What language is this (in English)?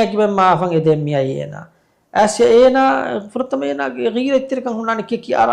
Divehi